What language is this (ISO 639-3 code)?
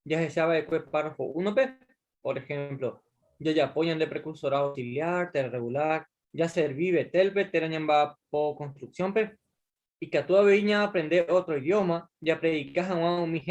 grn